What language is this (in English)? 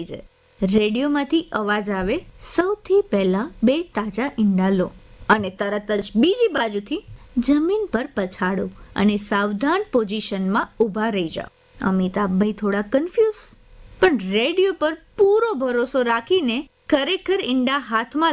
Gujarati